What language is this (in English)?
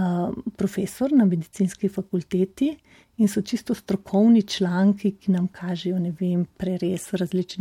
Slovenian